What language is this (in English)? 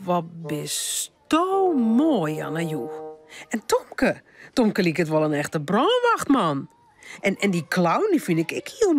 Western Frisian